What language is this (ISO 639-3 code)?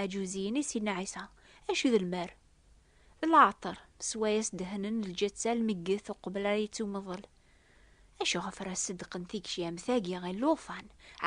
kab